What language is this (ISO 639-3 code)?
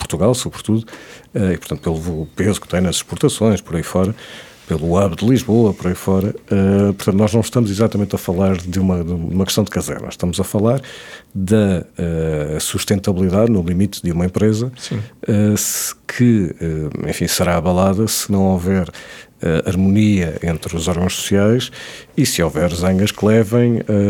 por